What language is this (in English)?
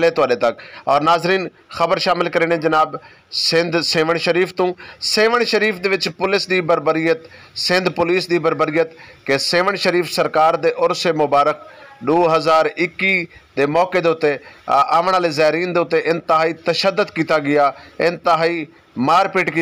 Saraiki